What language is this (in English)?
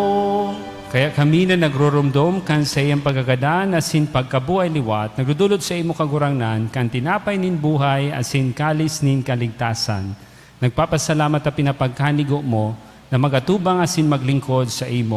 Bikol